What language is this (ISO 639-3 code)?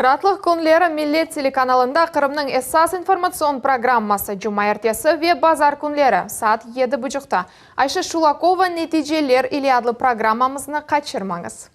crh